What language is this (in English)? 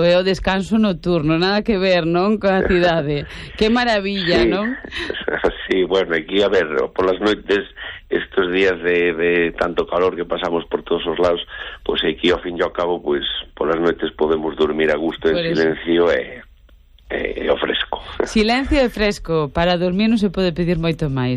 Galician